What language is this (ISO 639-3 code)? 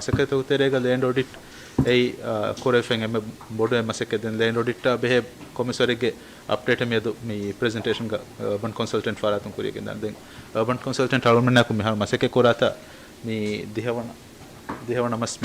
div